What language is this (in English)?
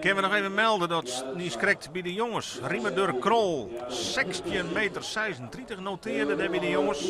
Western Frisian